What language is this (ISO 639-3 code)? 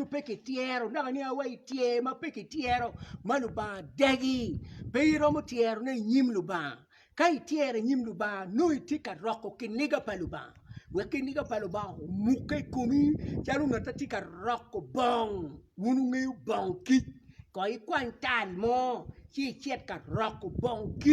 ach